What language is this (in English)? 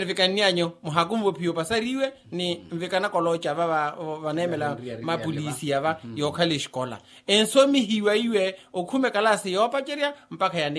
Makhuwa